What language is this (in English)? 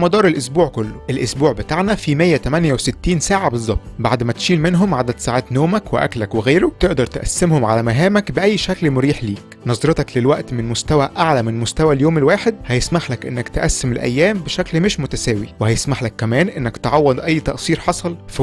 Egyptian Arabic